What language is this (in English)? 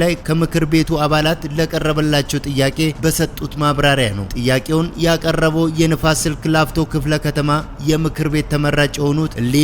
Amharic